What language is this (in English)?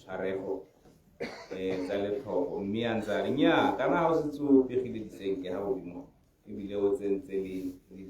Tswana